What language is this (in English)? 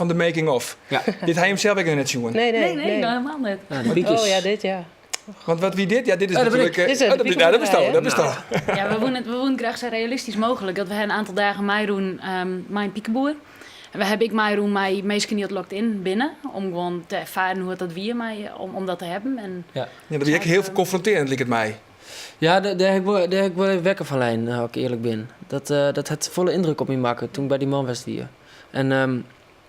Western Frisian